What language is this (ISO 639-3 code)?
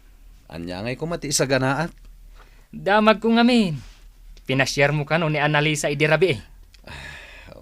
ilo